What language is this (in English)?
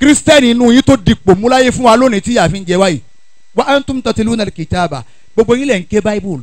Yoruba